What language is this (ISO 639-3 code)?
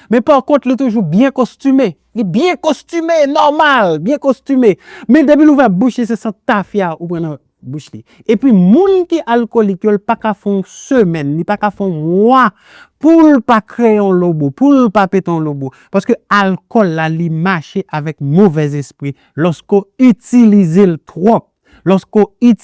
hat